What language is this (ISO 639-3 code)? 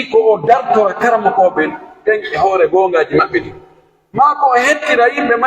fuf